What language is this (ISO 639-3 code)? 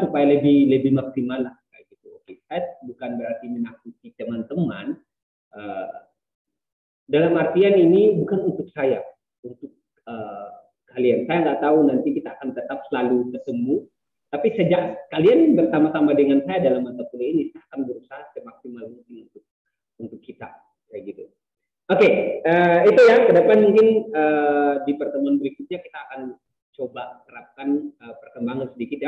ind